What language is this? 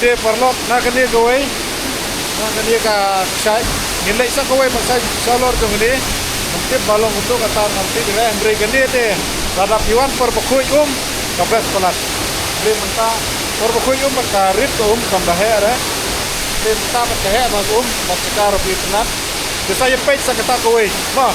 Khasi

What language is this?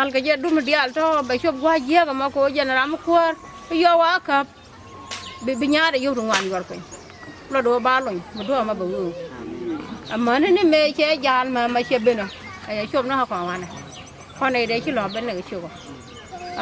Nuer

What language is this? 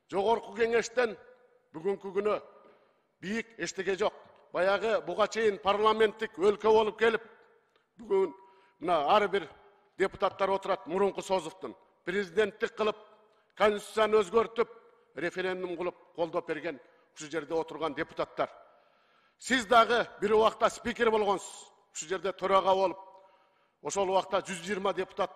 Kyrgyz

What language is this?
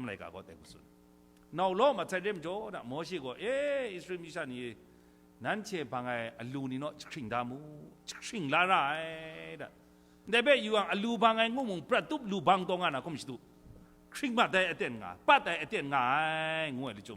Kachin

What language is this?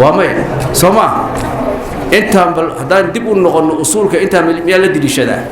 Somali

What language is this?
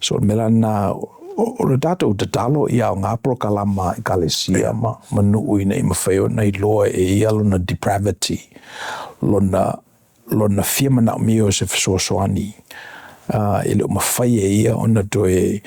Samoan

